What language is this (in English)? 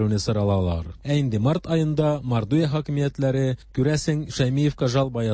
Tatar